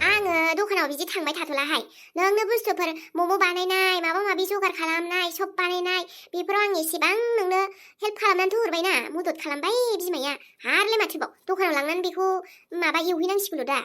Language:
Bodo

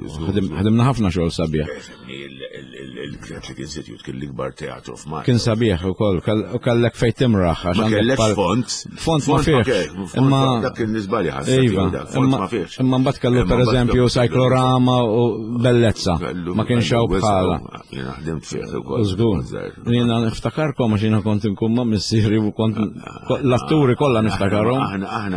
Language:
Maltese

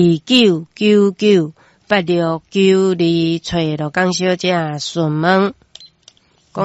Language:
Min Nan Chinese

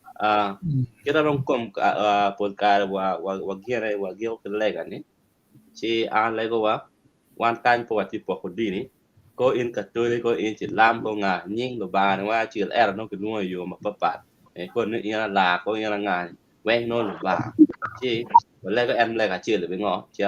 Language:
Acoli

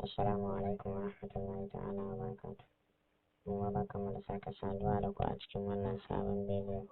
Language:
Hausa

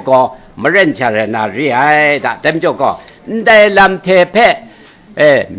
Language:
Kachin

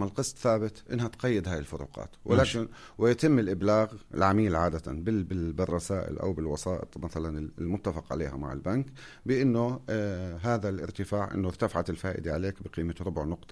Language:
North Levantine Arabic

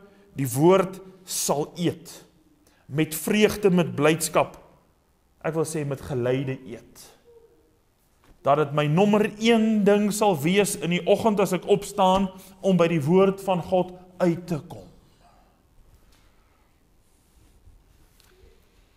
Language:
Afrikaans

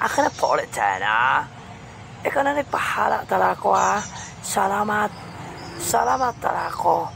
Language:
Hiligaynon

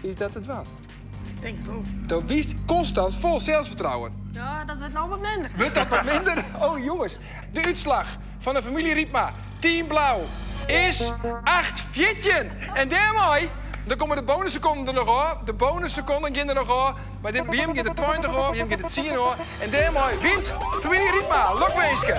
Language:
Western Frisian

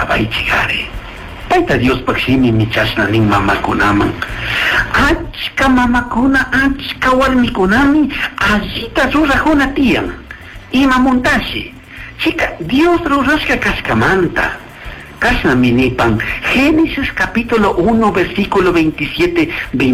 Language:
Chimborazo Highland Quichua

